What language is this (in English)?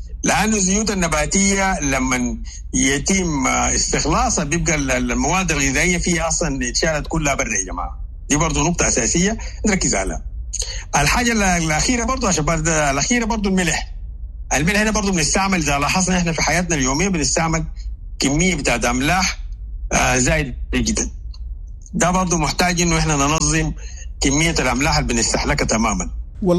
Sudanese Arabic